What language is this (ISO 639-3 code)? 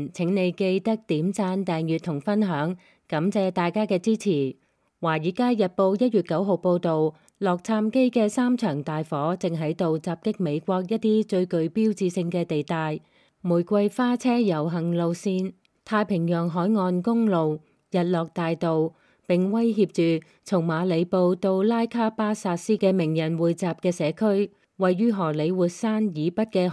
yue